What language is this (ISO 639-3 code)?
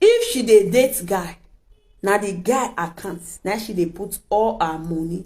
pcm